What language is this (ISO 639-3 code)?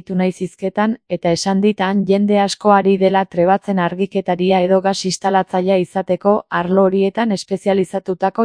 eus